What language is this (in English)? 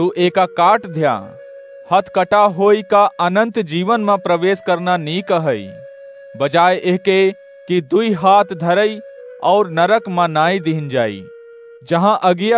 Awadhi